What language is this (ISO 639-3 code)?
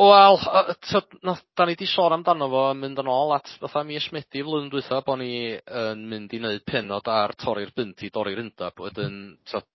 cym